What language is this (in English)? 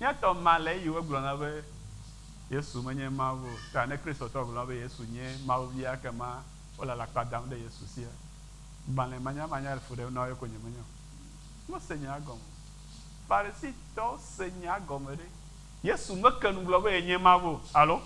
Ewe